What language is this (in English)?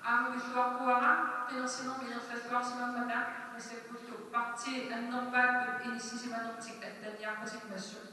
Kalaallisut